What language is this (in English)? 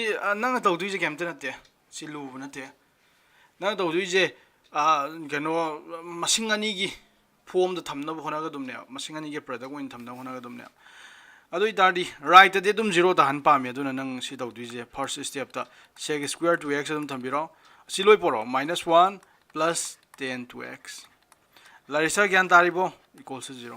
Manipuri